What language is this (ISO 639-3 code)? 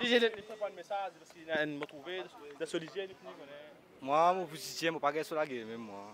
mfe